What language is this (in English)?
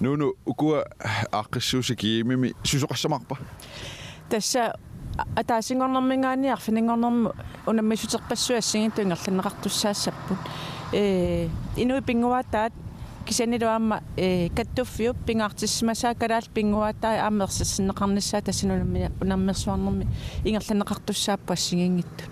Kalaallisut